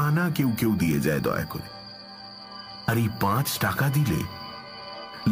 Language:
Bangla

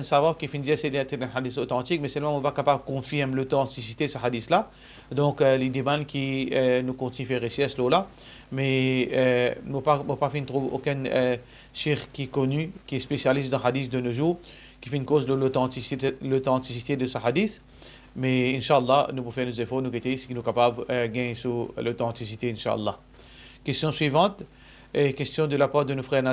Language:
Morisyen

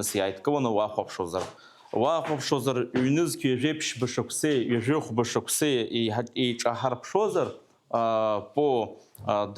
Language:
Abkhazian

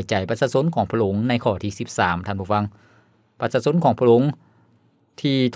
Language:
Lao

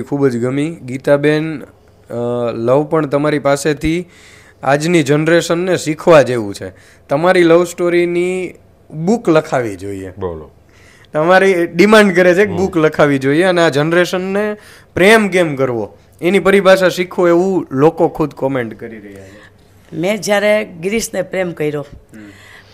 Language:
Gujarati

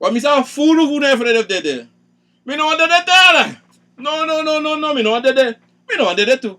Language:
Sranan Tongo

